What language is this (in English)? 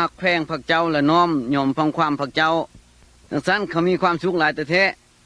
Lao